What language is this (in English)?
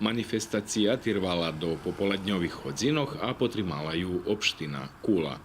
Rusyn